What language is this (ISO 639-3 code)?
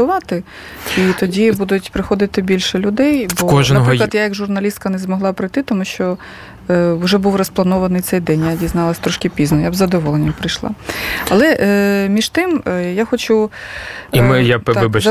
ukr